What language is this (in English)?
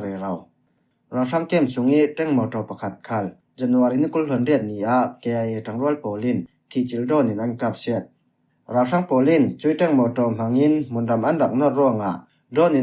Falam Chin